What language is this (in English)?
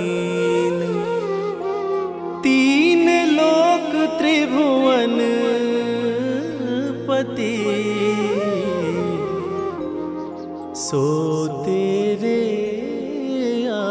Hindi